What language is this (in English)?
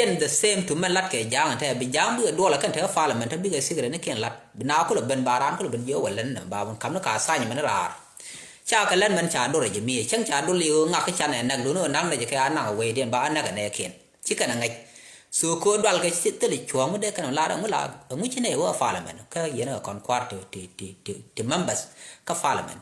Nuer